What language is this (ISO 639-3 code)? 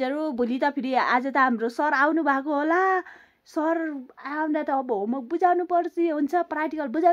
nep